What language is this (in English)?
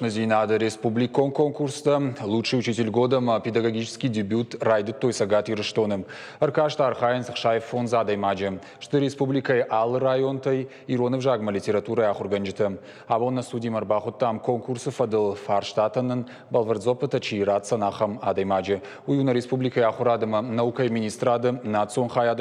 Ossetic